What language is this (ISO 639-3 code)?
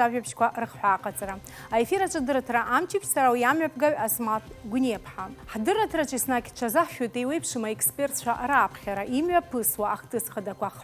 abk